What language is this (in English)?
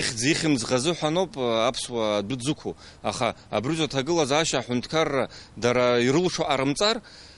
Abkhazian